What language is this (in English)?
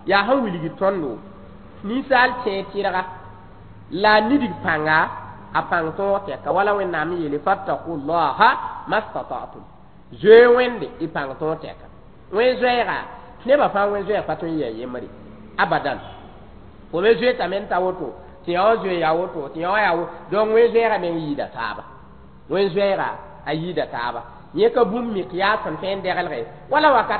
Mossi